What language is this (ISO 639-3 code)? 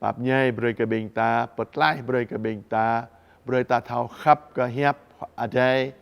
jra